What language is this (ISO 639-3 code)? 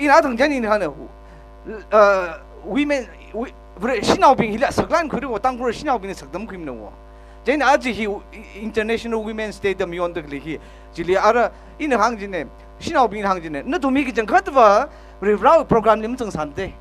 nmf